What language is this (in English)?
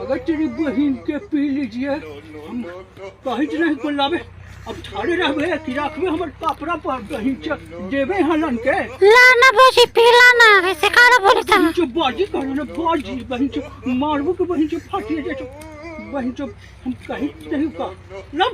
Magahi